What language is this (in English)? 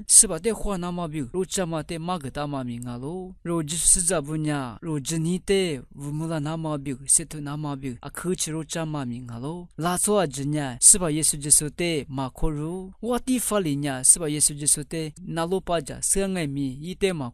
Lisu